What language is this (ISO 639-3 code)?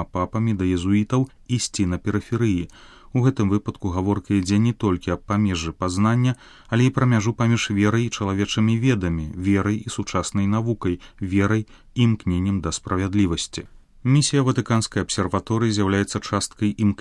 bel